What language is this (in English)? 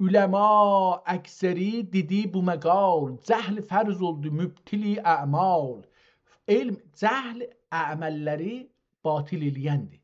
South Azerbaijani